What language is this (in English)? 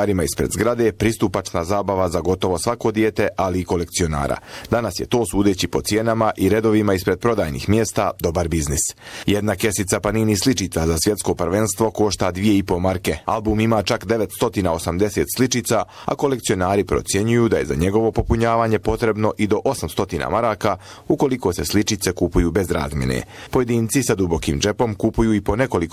Bosnian